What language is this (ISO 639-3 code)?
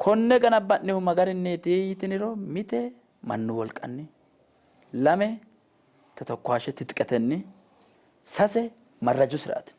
sid